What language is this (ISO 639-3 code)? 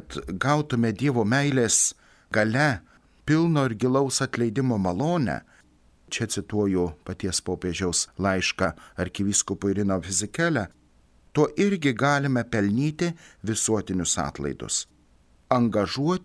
lit